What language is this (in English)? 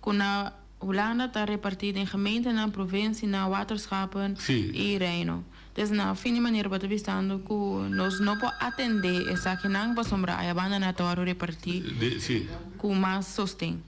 Papiamento